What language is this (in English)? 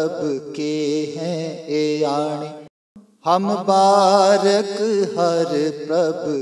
Punjabi